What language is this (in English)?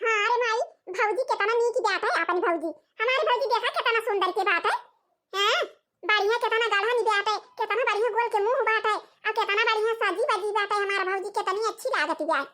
Awadhi